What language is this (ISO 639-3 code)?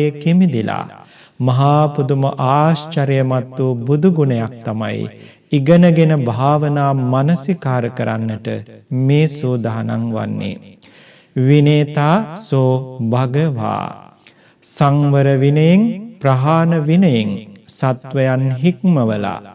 sin